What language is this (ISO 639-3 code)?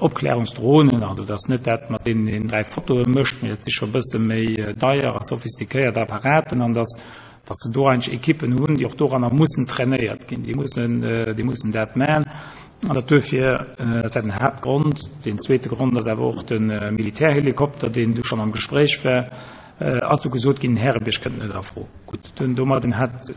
ltz